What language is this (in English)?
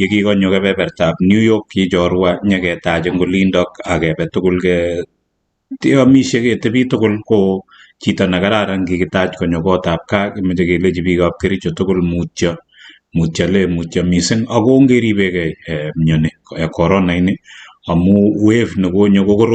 Kalenjin